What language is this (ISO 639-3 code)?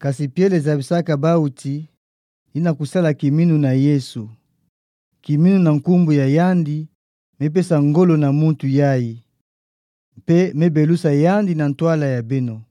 ktu